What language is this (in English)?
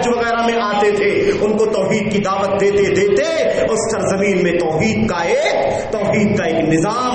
Urdu